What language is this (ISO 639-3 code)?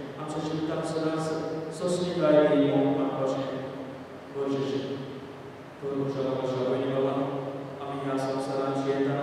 kok